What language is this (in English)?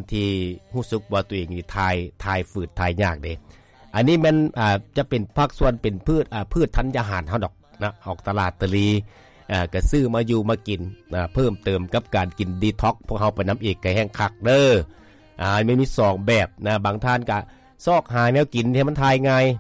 Lao